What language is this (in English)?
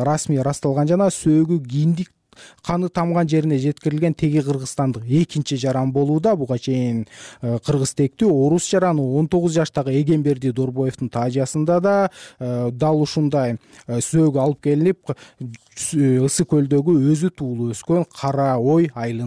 Kyrgyz